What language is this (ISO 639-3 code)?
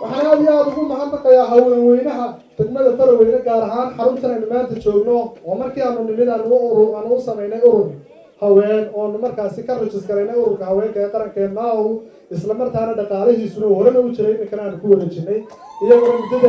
som